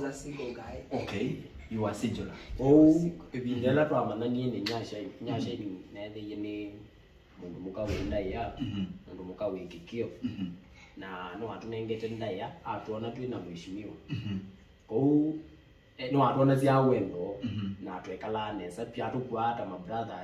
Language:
Kamba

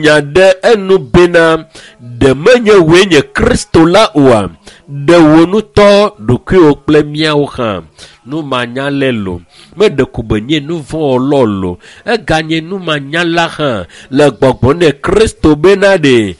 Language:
Ewe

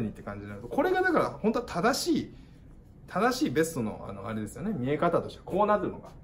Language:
Japanese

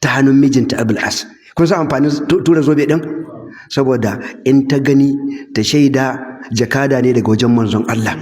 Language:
Hausa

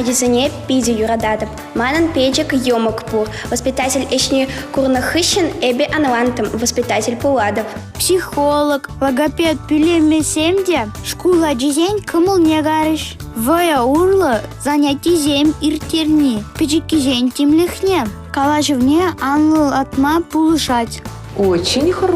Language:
Chuvash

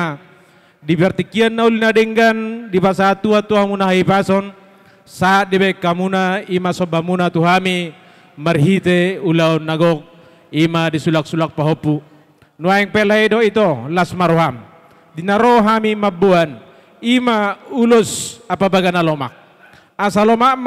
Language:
Batak Toba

